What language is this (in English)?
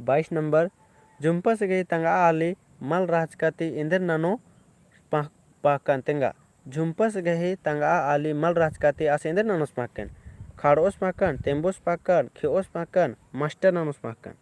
Kurukh